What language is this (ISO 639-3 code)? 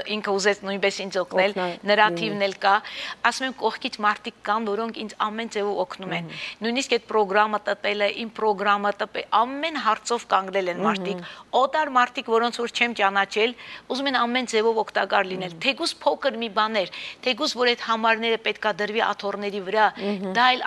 hye